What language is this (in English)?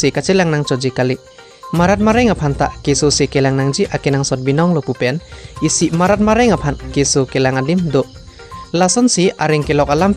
Karbi